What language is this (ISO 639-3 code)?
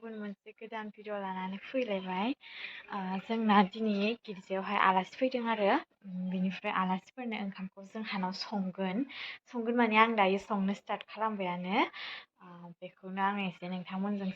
brx